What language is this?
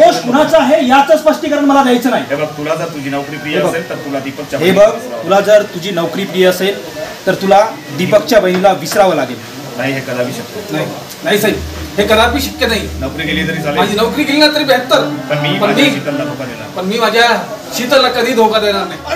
Marathi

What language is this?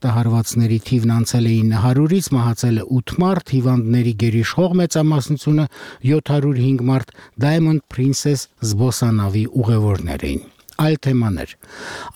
Armenian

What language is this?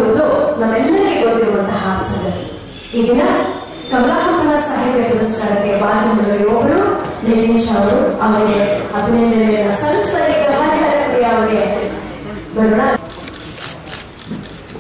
Kannada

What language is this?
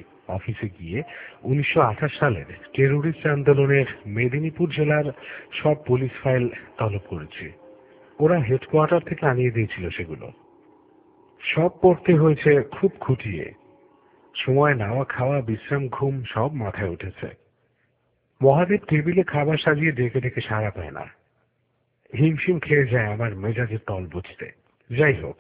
Bangla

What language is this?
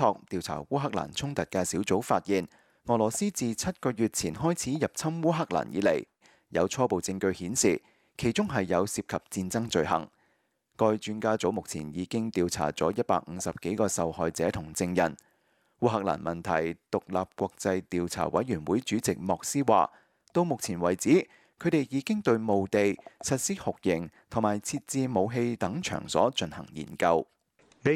Cantonese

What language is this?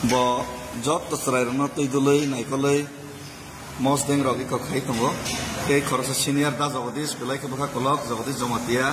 Kok Borok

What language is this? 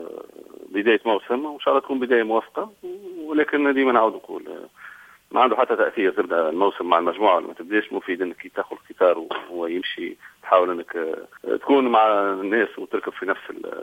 Tunisian Arabic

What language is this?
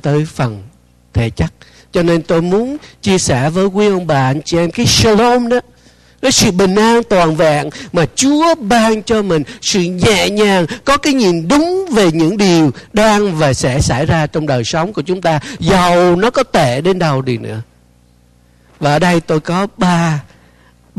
Vietnamese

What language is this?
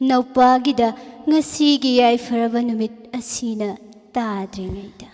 Manipuri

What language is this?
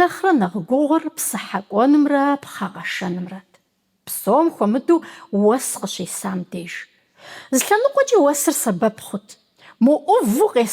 Kabardian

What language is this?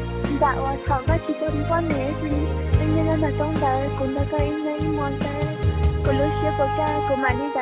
Hmong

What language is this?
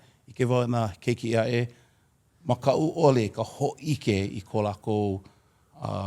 Hawaiian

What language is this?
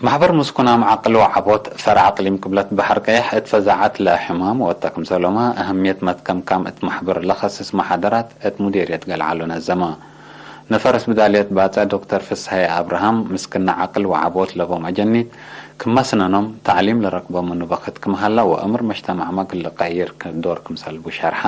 Tigre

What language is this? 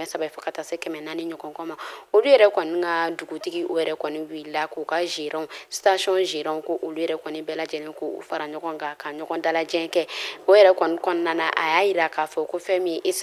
Bambara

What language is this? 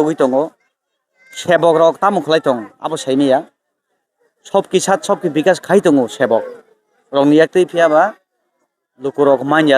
Kok Borok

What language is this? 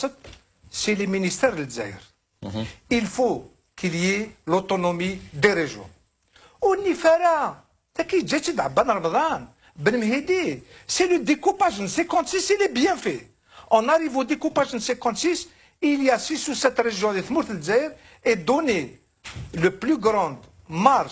Kabyle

